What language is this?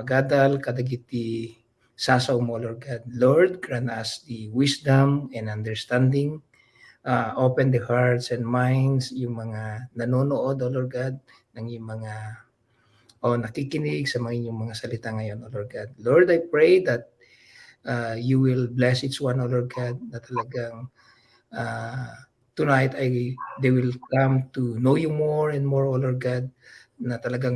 Iloko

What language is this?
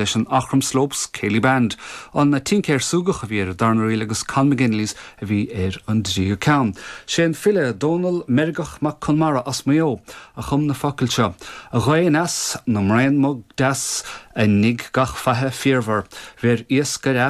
Irish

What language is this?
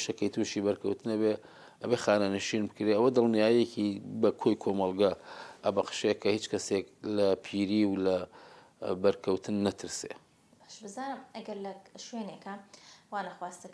Central Kurdish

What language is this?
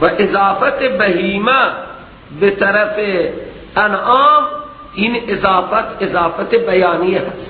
Persian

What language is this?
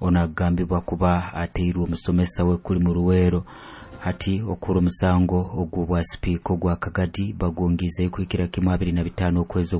Nyoro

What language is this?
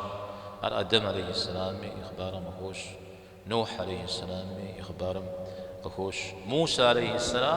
Kabardian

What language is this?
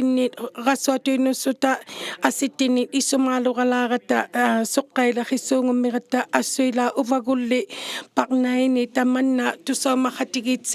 Inuktitut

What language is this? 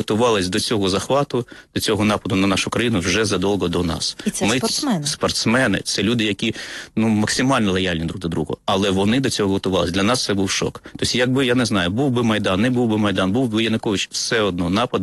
Ukrainian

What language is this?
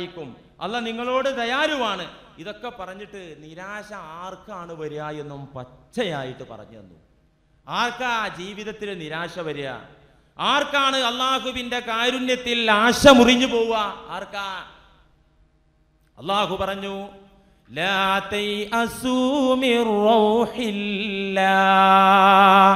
Malayalam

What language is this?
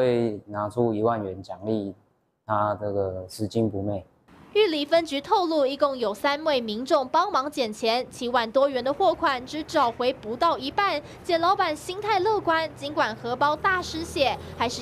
Chinese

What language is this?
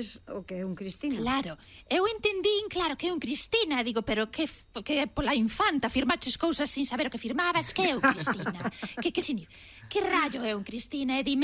Galician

